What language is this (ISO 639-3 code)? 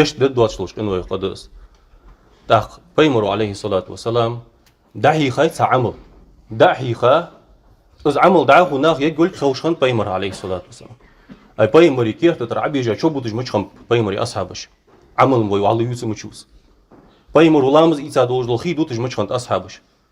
inh